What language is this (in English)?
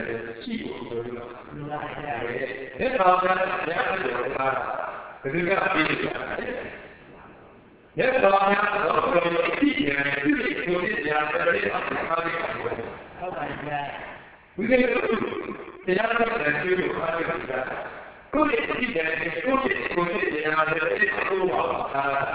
Burmese